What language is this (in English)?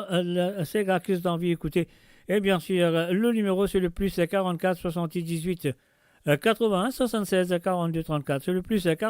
Morisyen